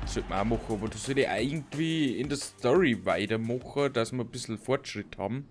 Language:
Bavarian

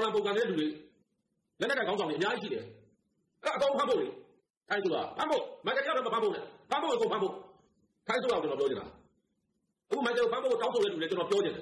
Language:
Burmese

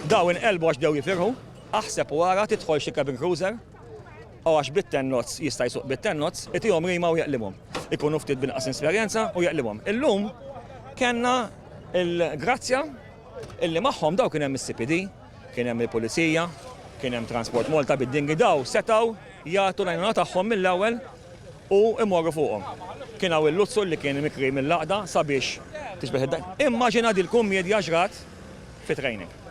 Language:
Maltese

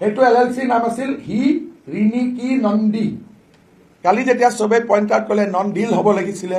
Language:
Assamese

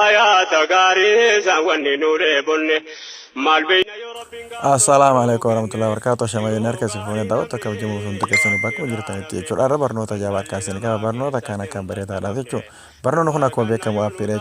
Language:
Oromo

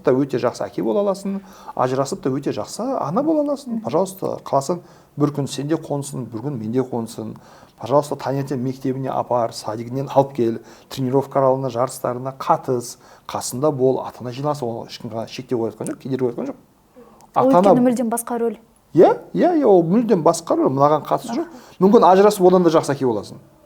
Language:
Kazakh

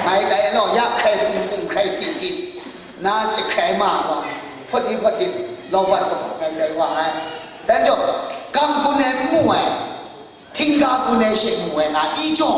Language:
Kachin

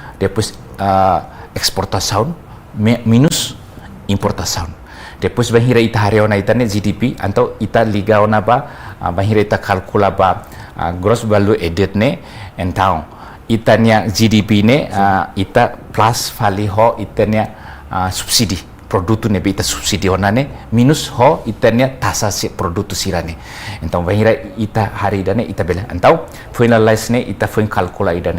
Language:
Tetum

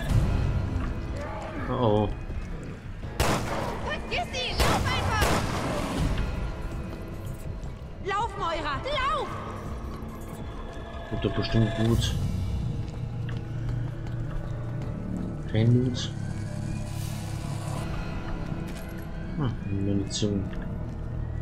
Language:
German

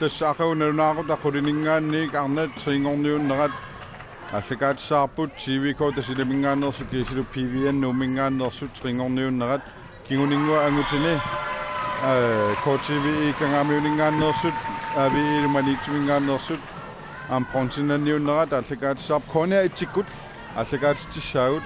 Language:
Kalaallisut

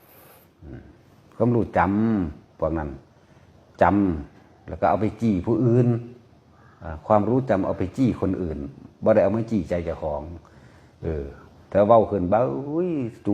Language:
Northeastern Thai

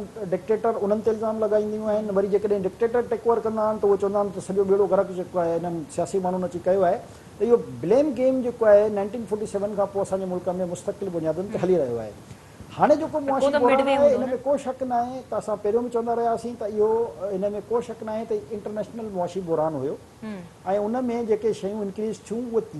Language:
Sindhi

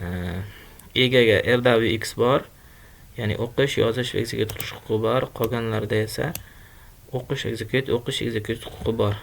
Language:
Uzbek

